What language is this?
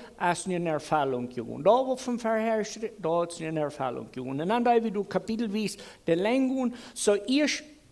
Plautdietsch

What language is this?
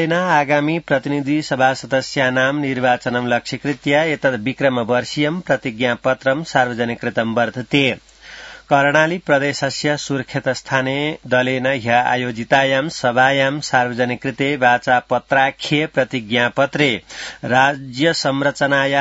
Sanskrit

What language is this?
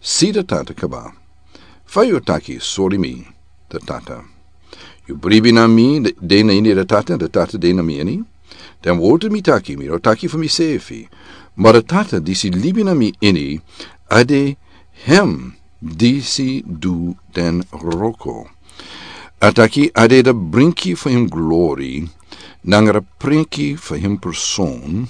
Sranan Tongo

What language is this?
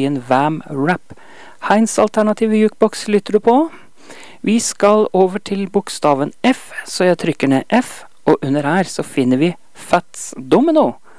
Norwegian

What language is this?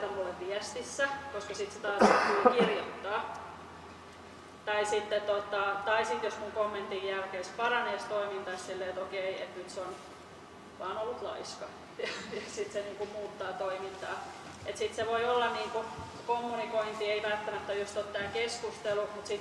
Finnish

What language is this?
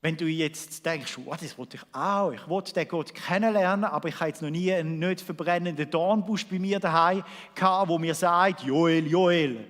Swiss German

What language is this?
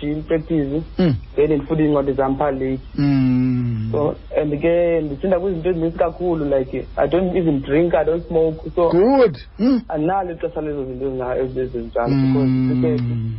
Xhosa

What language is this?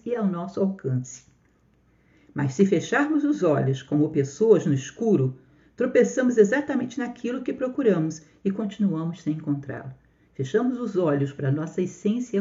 Portuguese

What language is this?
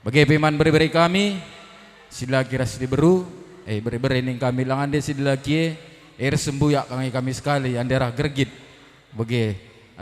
Batak Karo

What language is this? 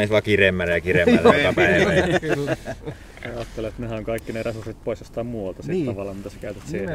Finnish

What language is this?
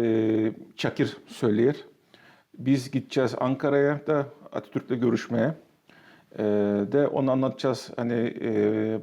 Gagauz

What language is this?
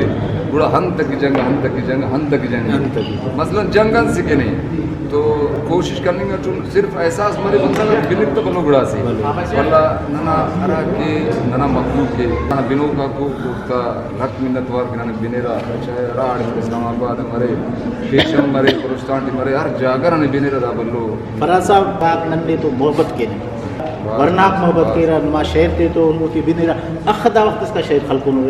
Brahui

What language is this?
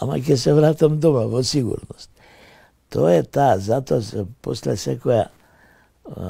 Macedonian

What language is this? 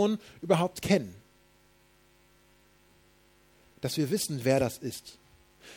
German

